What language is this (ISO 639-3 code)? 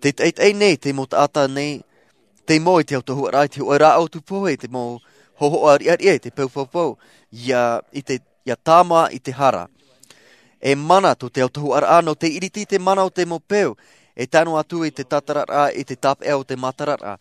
tah